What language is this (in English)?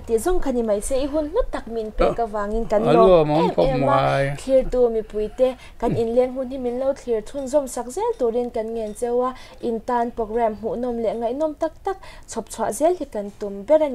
Mizo